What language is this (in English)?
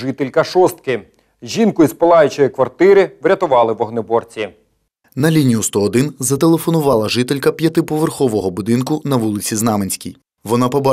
Ukrainian